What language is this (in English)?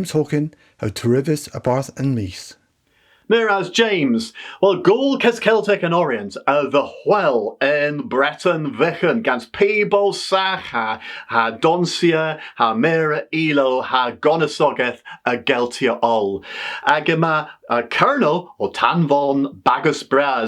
Cornish